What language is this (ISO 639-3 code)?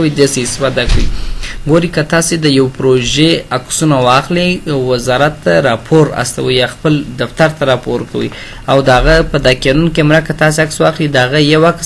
pus